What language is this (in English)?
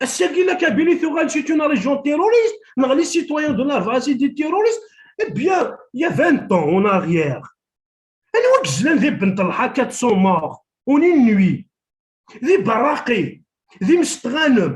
Kabyle